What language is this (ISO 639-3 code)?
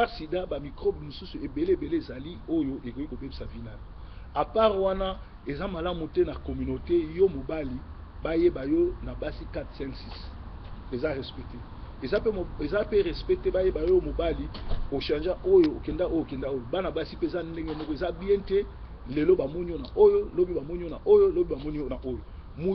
lin